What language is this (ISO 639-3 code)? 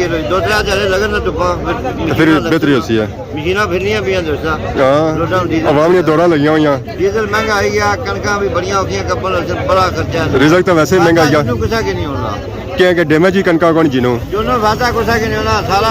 phr